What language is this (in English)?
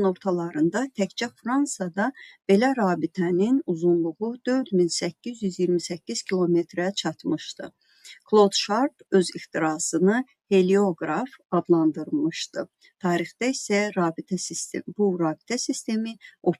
Azerbaijani